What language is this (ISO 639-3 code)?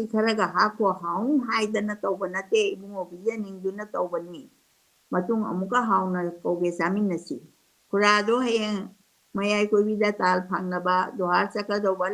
mni